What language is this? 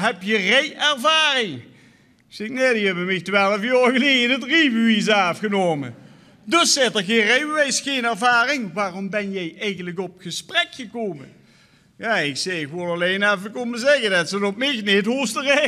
Limburgish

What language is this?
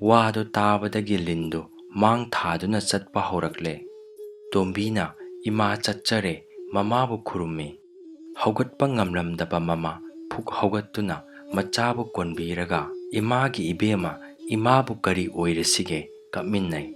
Manipuri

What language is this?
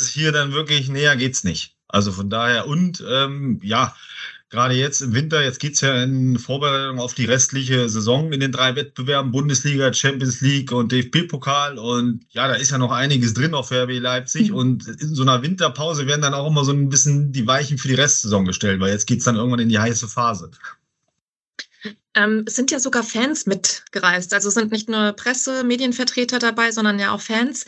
German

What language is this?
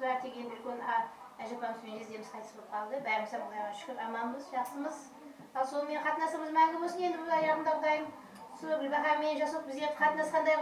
Kara-Kalpak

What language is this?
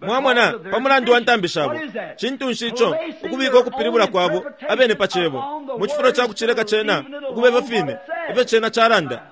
Bemba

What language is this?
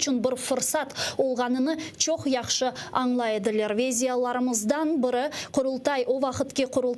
Crimean Tatar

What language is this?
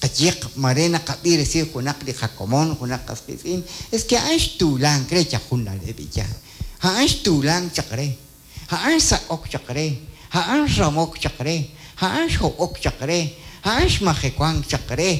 Kekchí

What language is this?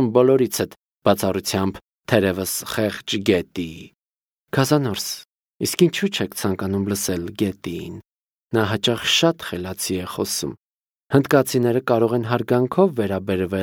Armenian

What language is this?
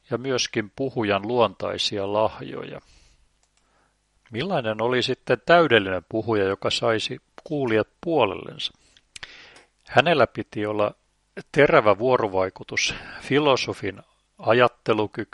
Finnish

